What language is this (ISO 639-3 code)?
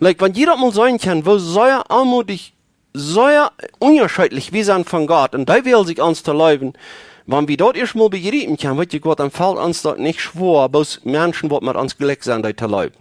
pdt